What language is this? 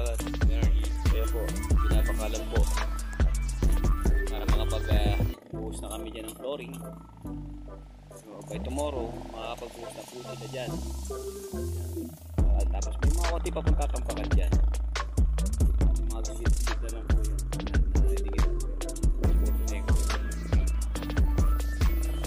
Filipino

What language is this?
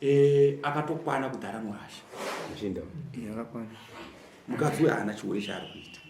Shona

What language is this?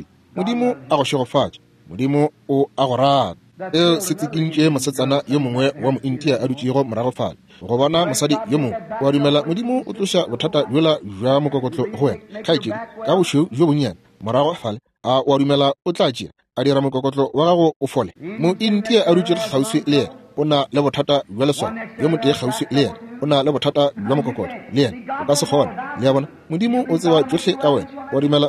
Northern Sotho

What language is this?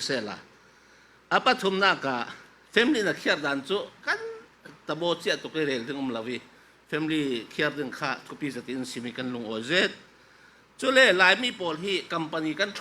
Falam Chin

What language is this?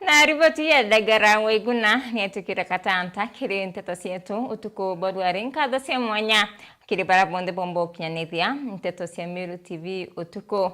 Meru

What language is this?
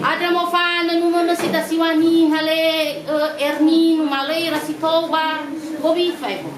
Nias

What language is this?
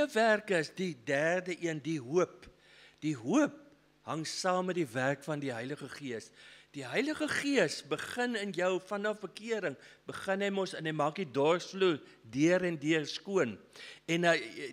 Afrikaans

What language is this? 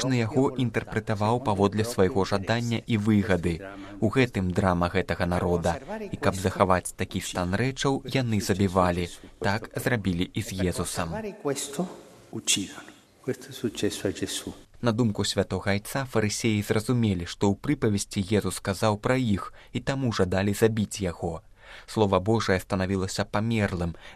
Belarusian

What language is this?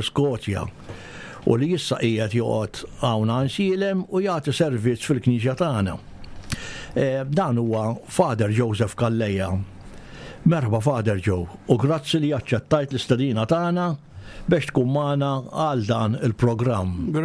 Maltese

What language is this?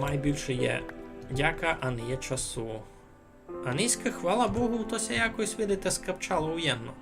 Rusyn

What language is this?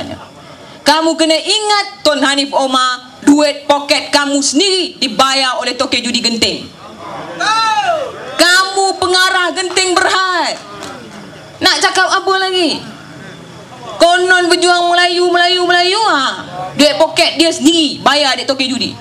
Malay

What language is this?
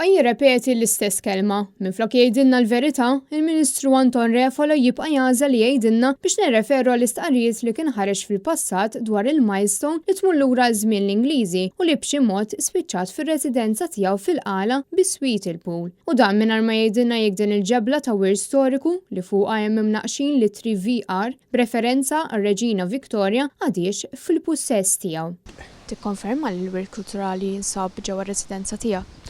Maltese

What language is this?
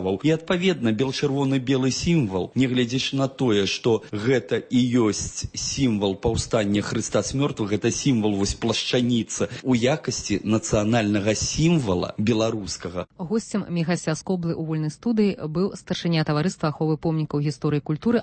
Belarusian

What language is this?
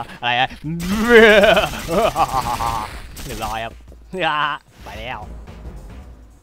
Thai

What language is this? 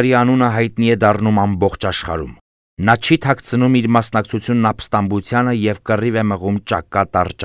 Armenian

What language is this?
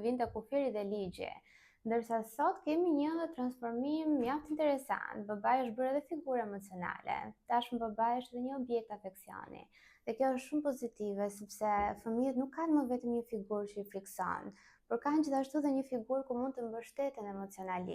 Albanian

